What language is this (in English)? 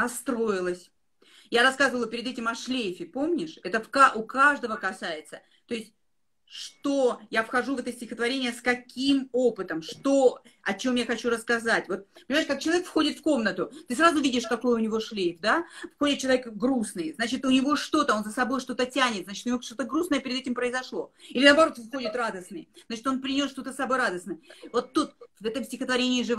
Russian